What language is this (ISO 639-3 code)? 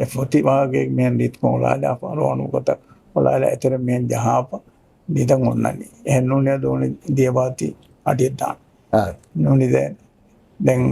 div